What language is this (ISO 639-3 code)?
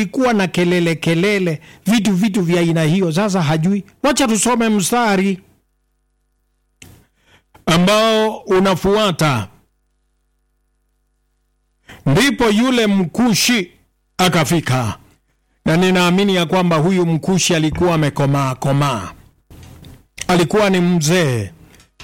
swa